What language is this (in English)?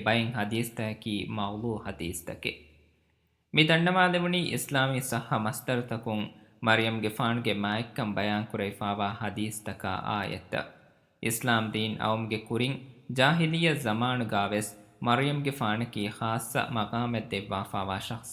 Divehi